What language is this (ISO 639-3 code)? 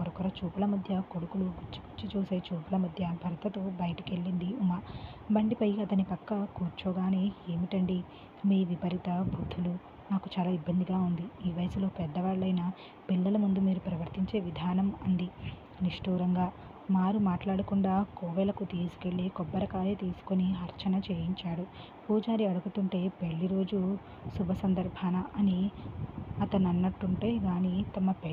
tel